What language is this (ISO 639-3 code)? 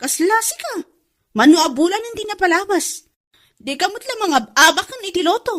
ilo